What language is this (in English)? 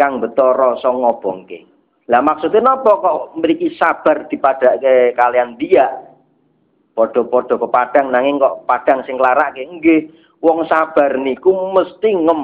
Javanese